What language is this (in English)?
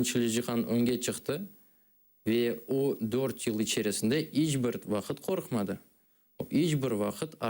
Crimean Tatar